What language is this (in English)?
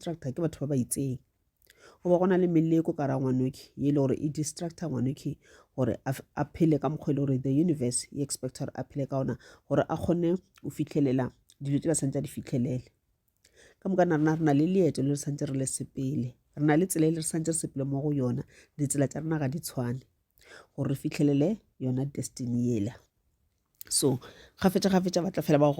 Northern Sotho